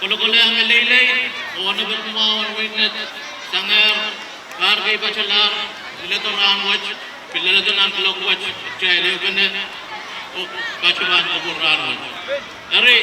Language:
Pohnpeian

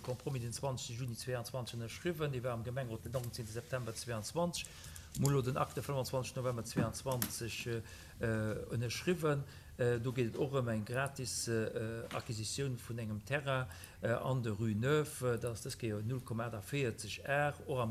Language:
Luxembourgish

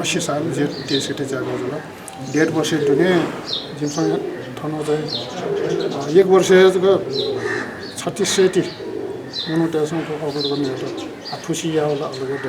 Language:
Newari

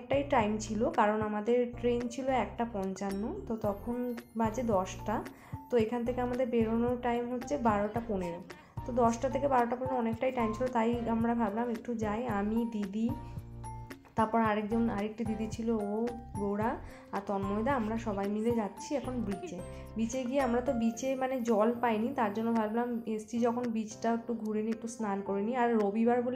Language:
Bangla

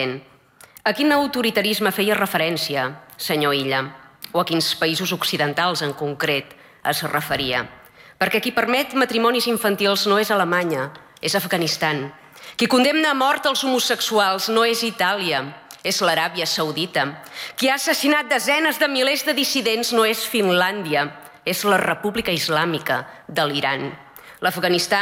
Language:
Catalan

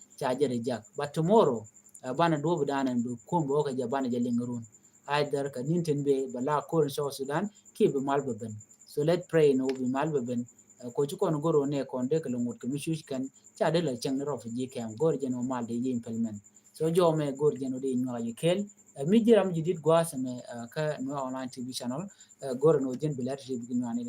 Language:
Nuer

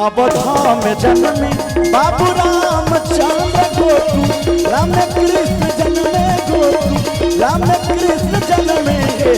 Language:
Maithili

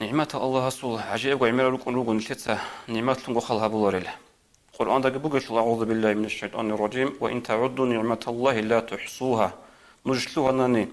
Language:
Avaric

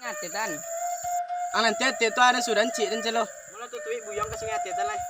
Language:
Minangkabau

